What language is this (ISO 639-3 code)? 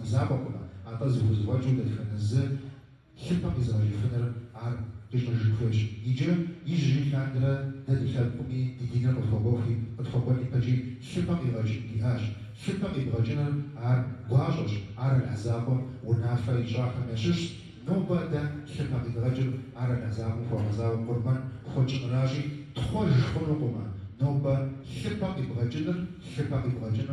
kbd